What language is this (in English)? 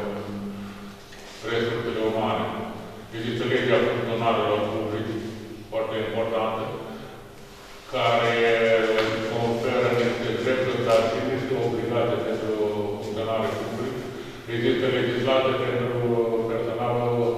Romanian